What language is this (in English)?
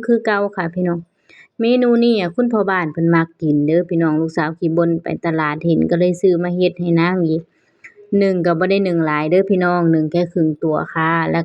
Northeastern Thai